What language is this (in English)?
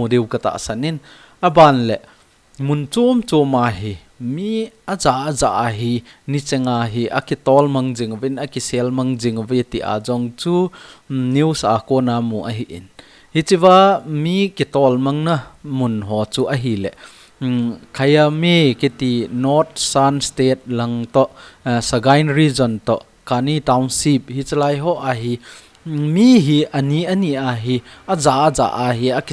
Thado Chin